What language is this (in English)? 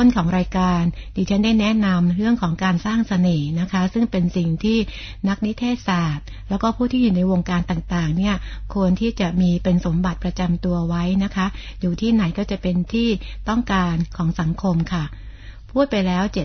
Thai